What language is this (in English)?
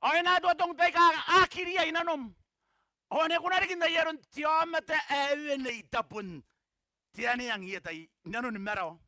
Gilbertese